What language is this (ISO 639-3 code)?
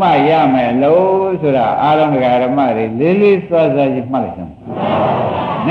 mya